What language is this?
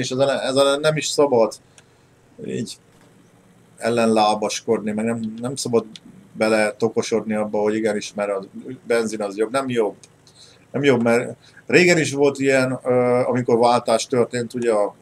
Hungarian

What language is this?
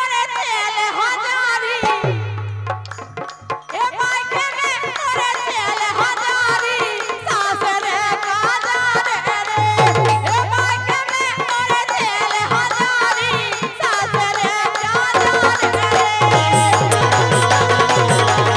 Bhojpuri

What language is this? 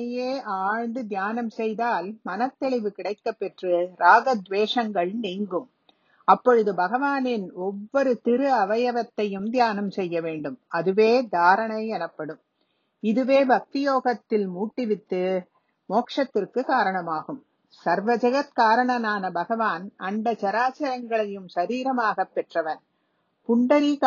Tamil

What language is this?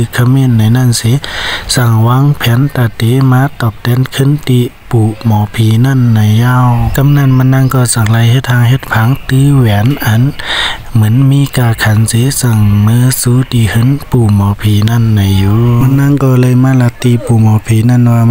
Shan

